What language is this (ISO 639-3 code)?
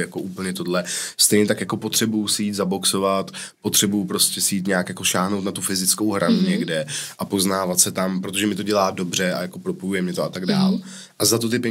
ces